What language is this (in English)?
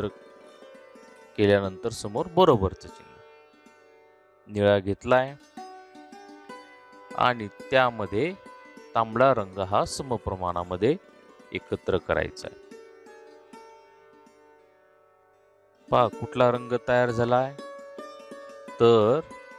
Marathi